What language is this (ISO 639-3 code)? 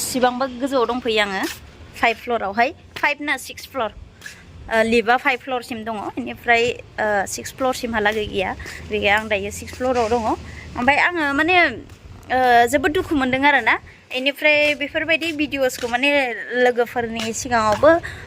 brx